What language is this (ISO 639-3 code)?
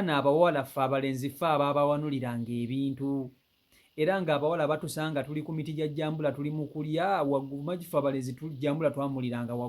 lug